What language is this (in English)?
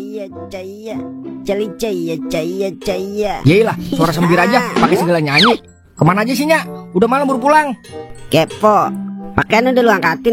Betawi